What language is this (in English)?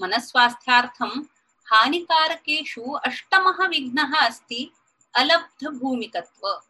Sanskrit